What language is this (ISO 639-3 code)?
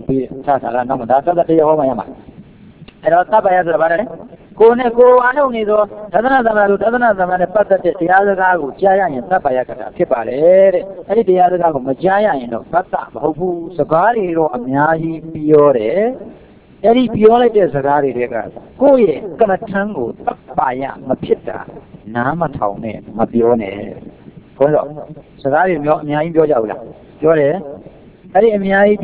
mya